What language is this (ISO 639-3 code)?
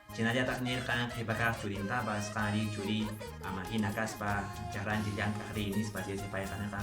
que